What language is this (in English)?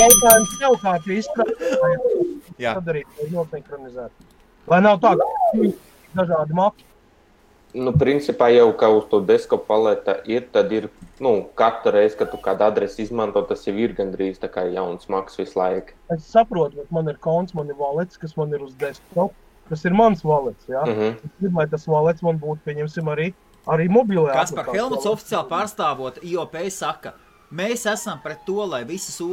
Latvian